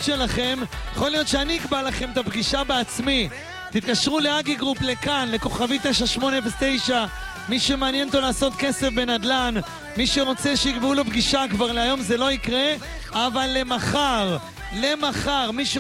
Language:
Hebrew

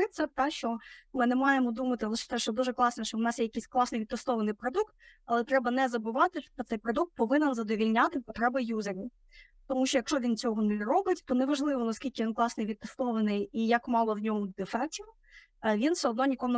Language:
Ukrainian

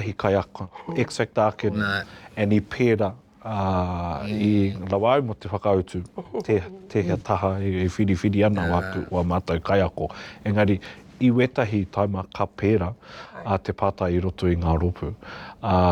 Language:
Māori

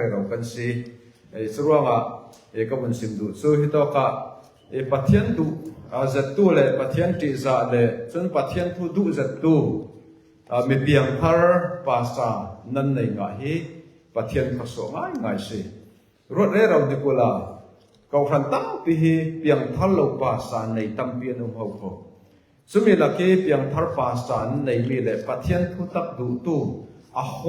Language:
Falam Chin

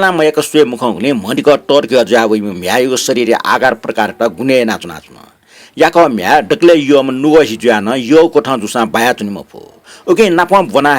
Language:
Newari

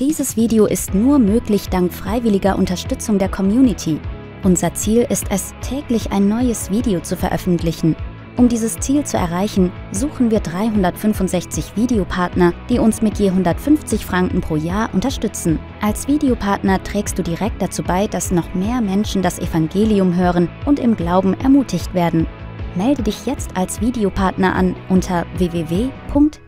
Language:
Swiss German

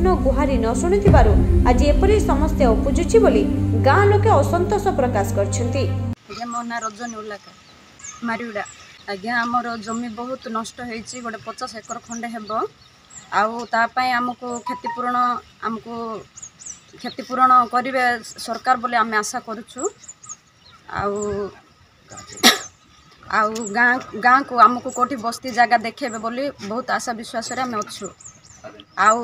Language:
Odia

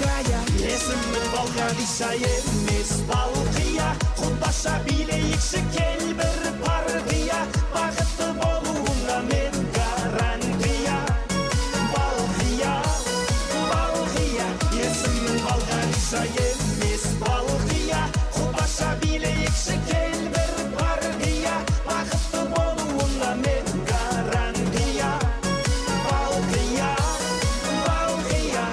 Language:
Kara-Kalpak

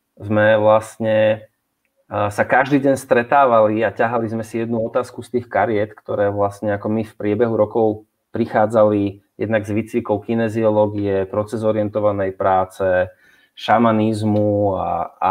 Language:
Slovak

